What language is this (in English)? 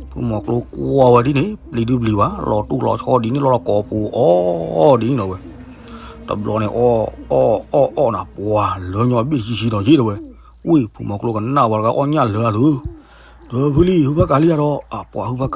S'gaw Karen